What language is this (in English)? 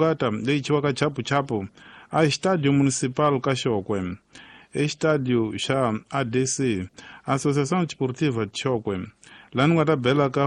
Tsonga